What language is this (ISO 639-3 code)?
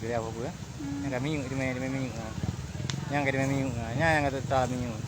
ace